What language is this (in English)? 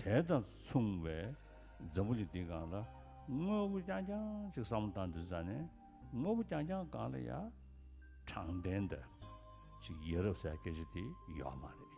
Tibetan